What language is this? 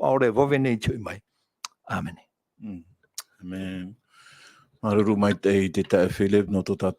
Tahitian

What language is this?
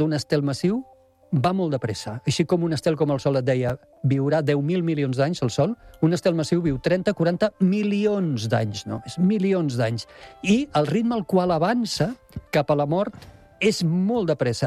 Catalan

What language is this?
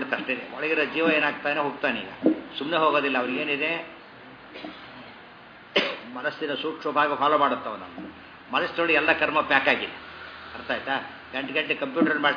Kannada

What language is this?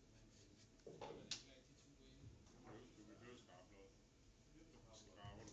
Danish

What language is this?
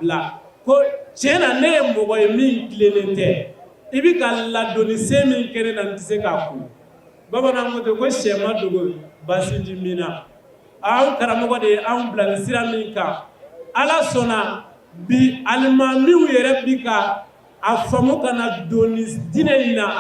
Bambara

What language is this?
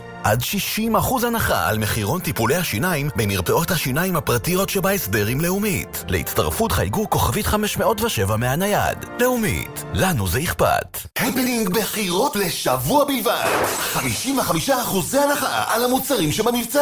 Hebrew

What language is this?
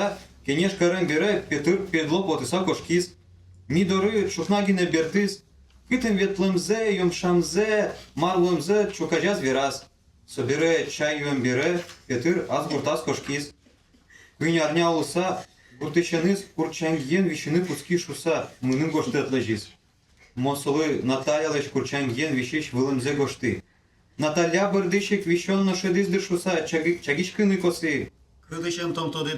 Udmurt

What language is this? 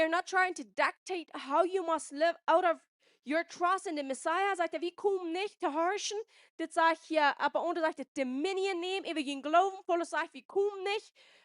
Plautdietsch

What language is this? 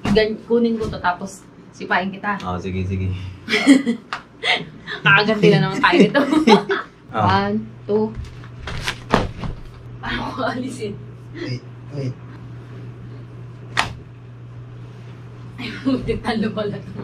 Filipino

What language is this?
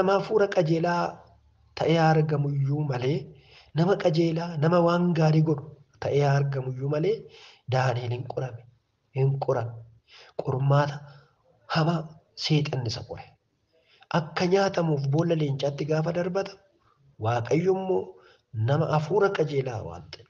Oromo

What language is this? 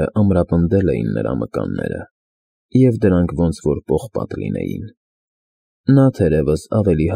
Armenian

